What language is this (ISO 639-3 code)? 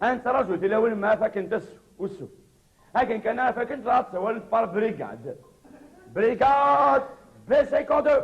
kab